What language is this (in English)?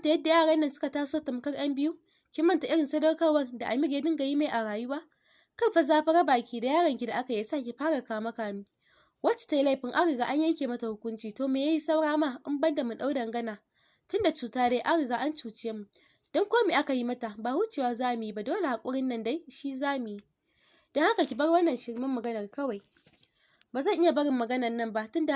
Hausa